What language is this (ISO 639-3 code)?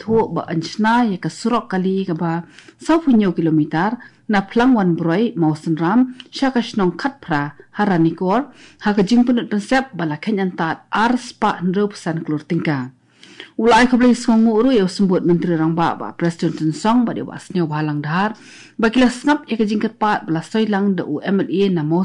kha